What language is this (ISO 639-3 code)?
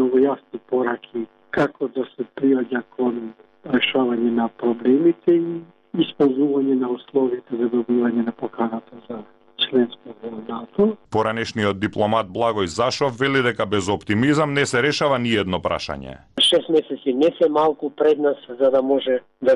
mkd